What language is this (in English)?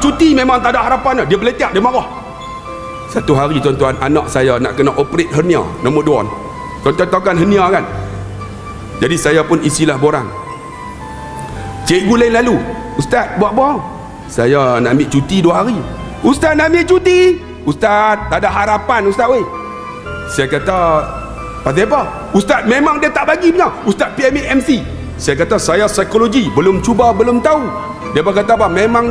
Malay